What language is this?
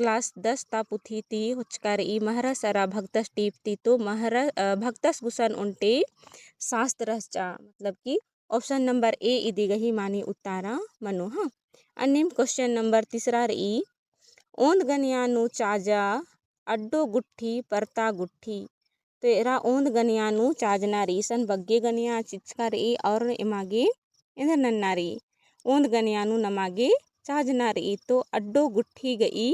Kurukh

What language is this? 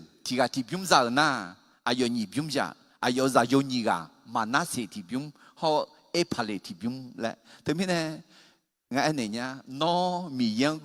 Akha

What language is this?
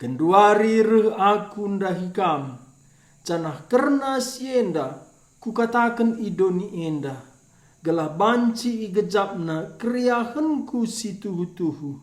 Batak Karo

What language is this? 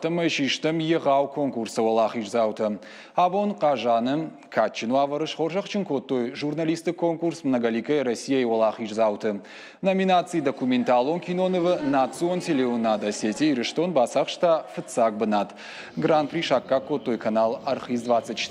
Ossetic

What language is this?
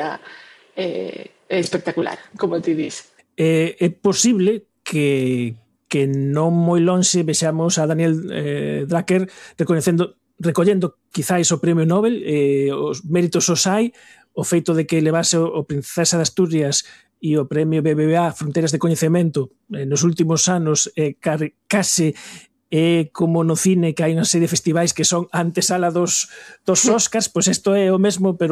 Galician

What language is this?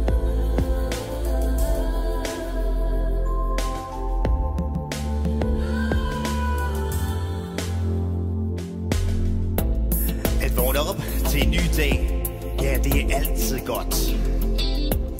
Danish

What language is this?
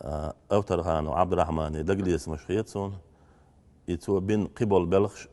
Chechen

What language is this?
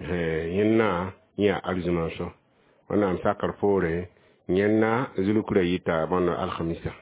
Mossi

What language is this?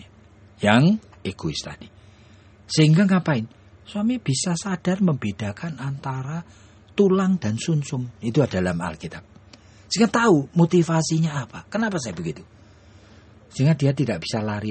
Indonesian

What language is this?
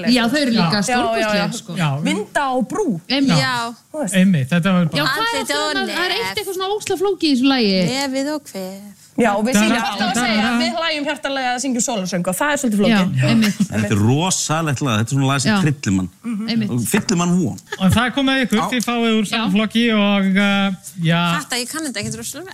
Icelandic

